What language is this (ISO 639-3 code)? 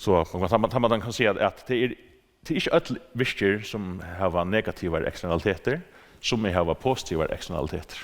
fao